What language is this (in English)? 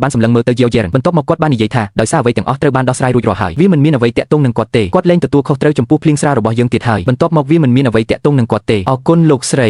Khmer